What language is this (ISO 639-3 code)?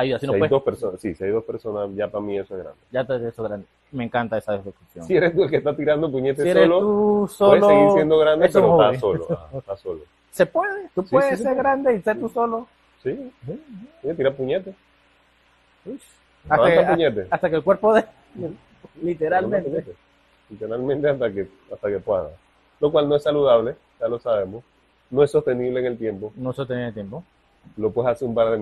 spa